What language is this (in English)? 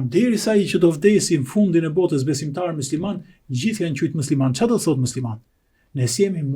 Albanian